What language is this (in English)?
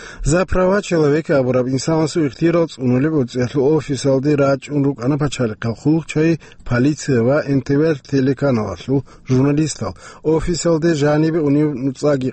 Avaric